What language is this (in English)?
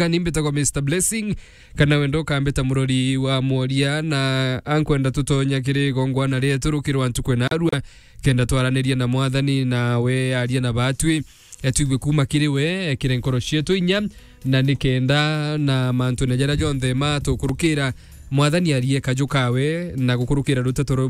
Meru